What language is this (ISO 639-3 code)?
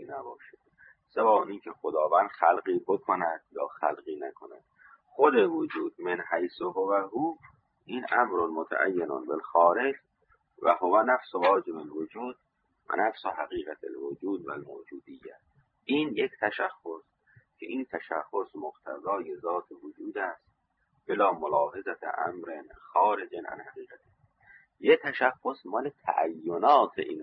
fas